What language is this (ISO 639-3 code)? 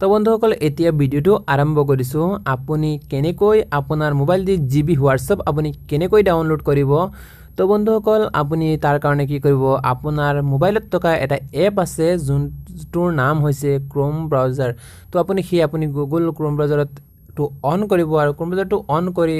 asm